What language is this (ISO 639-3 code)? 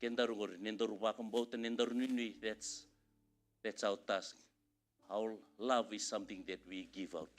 fij